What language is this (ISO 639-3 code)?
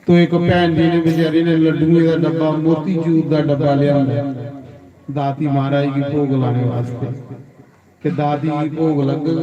doi